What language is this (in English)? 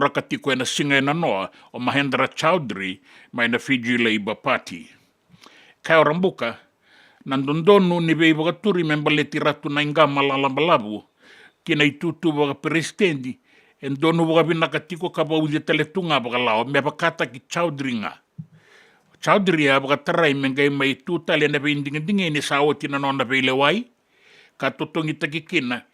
Fijian